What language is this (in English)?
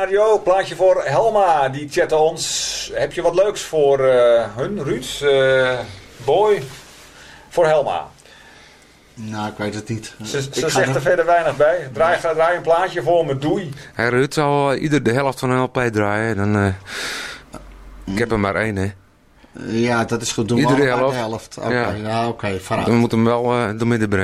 Dutch